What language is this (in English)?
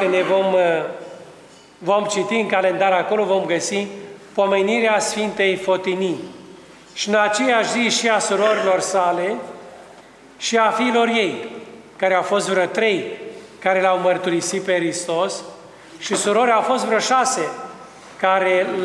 Romanian